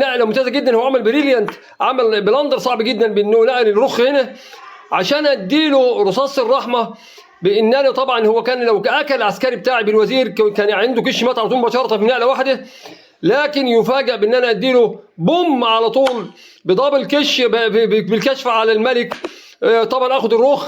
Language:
Egyptian Arabic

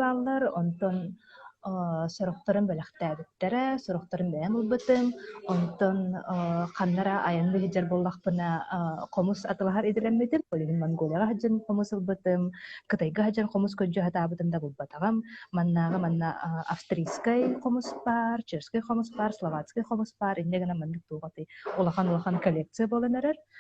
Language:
Yakut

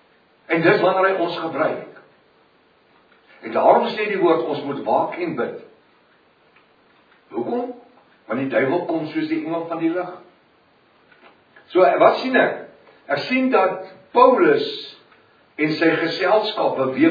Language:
Afrikaans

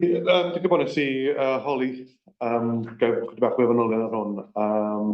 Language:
Welsh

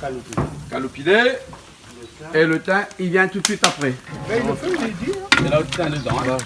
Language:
Réunion Creole French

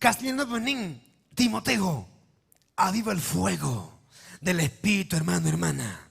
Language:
Ayacucho Quechua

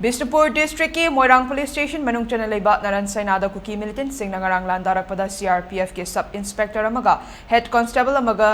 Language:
Manipuri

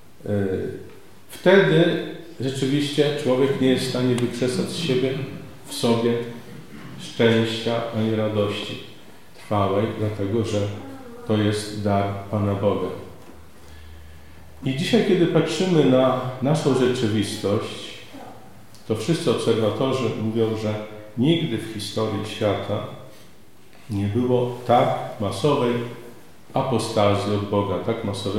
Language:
Polish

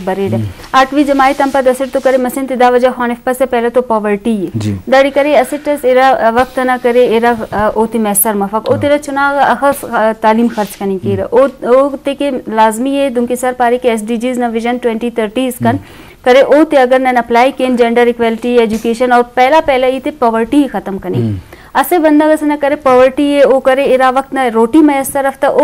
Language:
Eastern Balochi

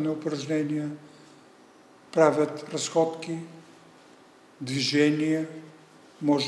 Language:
Bulgarian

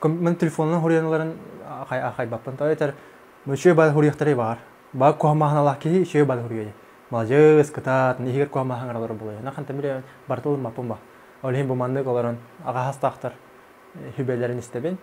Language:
Yakut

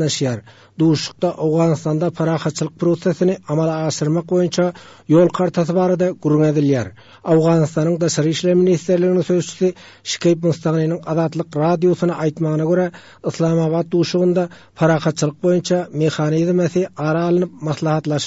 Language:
Turkmen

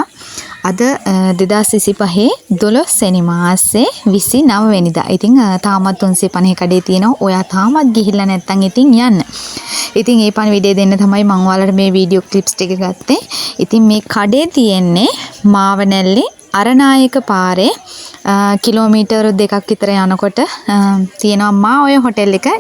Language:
Sinhala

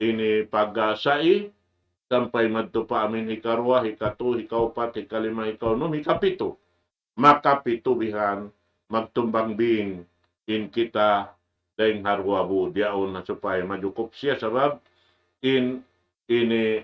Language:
Tausug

